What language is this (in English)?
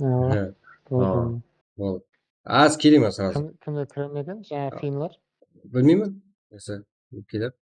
Kara-Kalpak